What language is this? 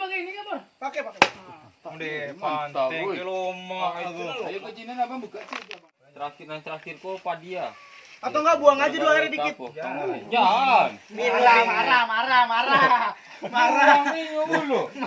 Minangkabau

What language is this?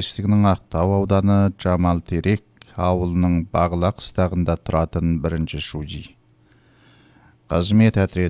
Kazakh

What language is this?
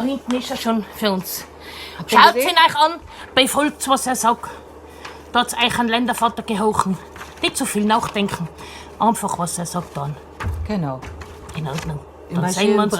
Bavarian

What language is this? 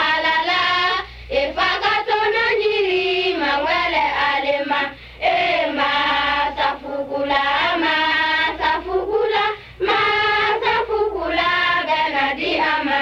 Bambara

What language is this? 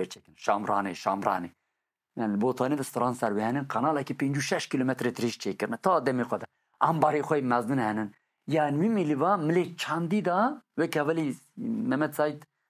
Kurdish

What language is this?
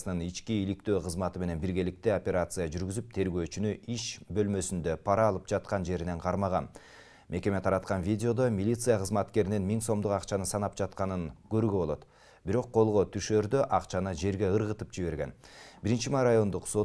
Kyrgyz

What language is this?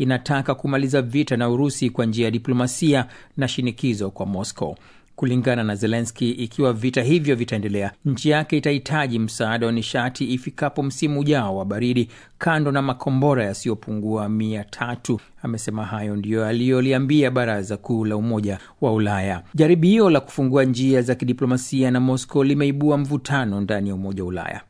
Swahili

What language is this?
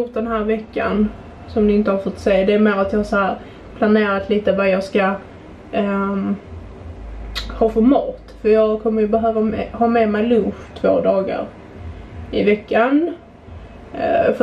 Swedish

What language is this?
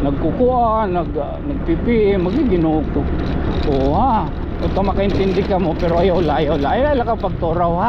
Waray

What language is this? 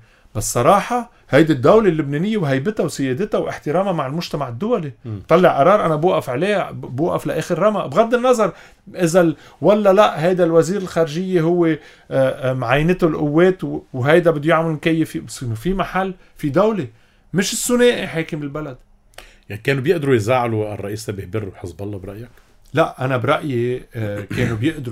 North Levantine Arabic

